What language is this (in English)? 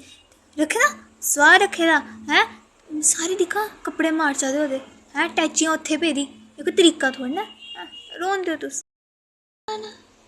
Dogri